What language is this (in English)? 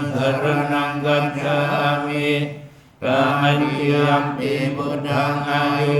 Pali